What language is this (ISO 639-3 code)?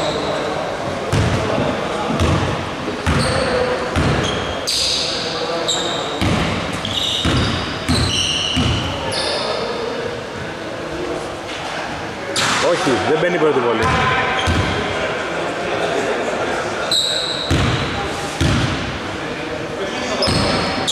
ell